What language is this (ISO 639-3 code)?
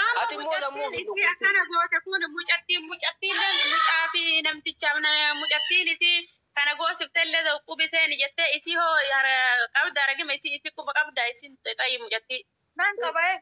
orm